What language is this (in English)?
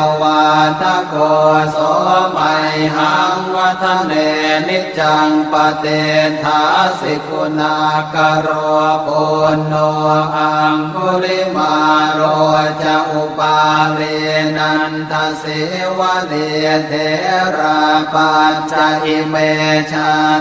Pali